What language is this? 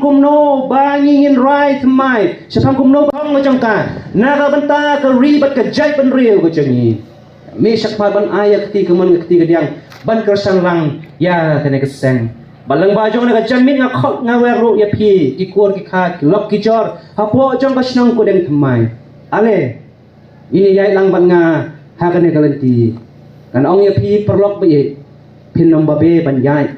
Khasi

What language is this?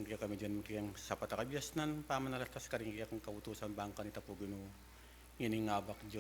Pampanga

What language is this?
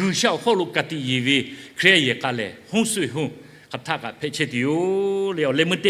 Lahu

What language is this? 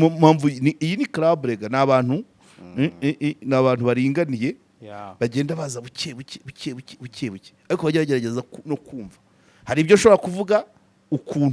Kinyarwanda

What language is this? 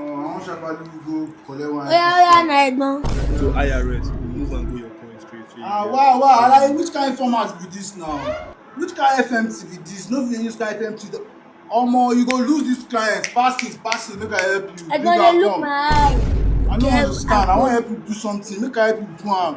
Nigerian Pidgin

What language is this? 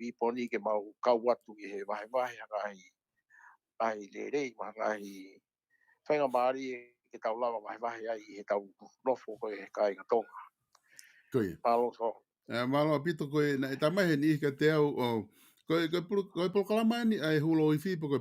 Tongan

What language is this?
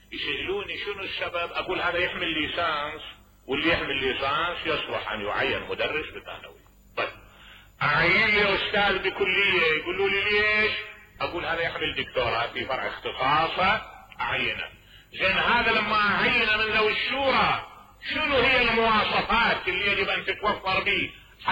Mesopotamian Arabic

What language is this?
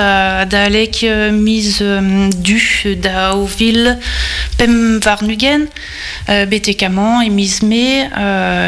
Breton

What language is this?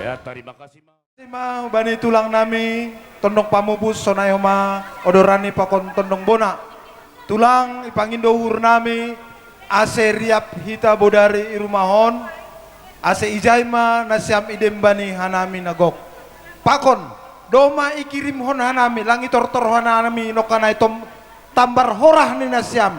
Batak Simalungun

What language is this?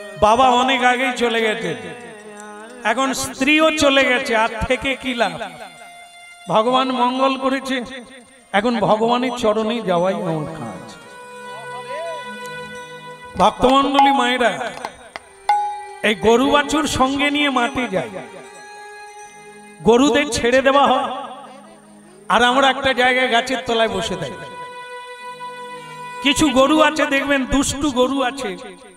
Bangla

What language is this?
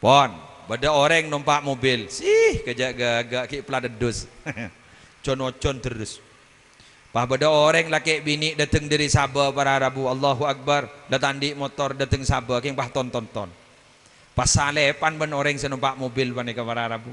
Madurese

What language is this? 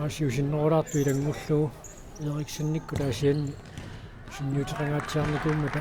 Kalaallisut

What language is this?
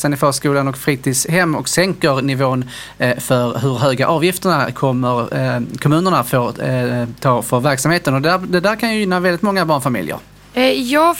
Swedish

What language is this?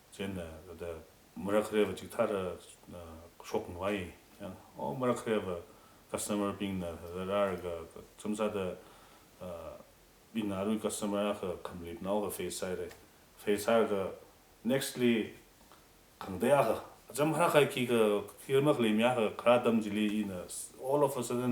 Tangkhul Naga (India)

